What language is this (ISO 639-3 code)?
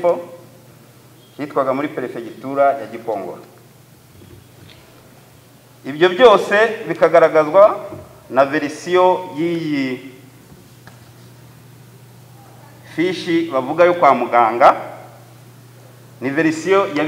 kin